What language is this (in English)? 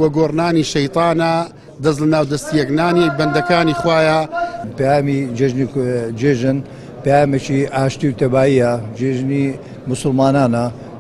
Central Kurdish